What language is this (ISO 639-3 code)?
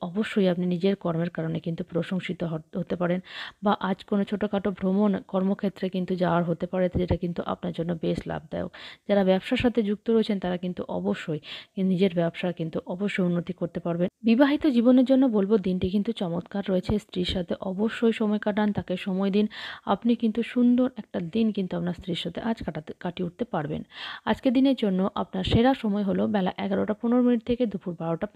ben